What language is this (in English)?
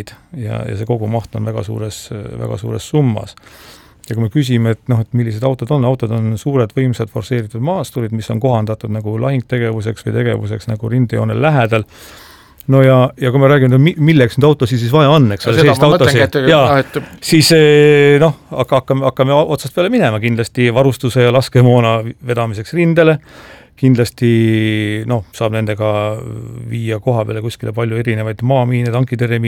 Estonian